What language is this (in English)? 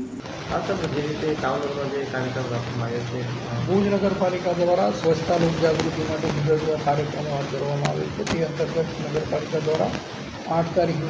Gujarati